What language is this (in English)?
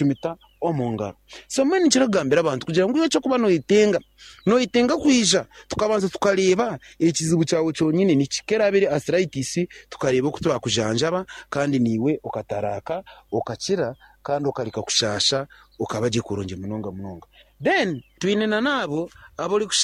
Nyankole